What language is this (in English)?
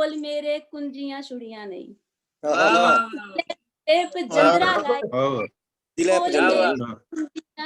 Dogri